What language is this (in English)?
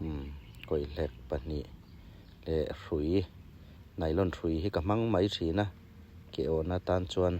Hmar